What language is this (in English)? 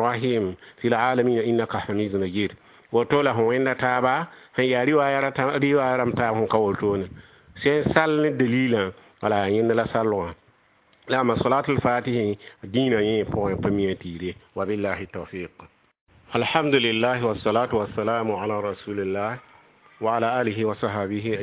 Mossi